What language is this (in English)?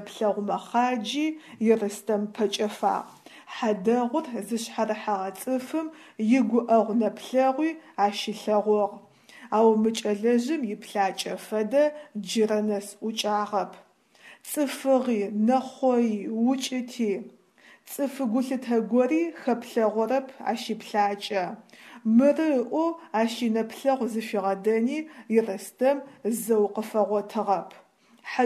Adyghe